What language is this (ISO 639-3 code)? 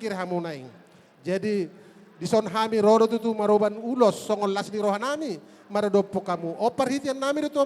bbc